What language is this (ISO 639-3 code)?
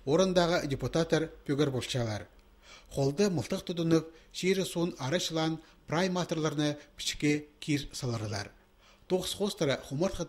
kjh